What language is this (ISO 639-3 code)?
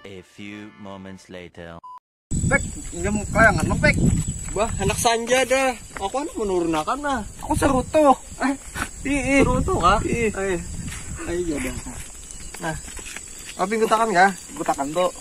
bjn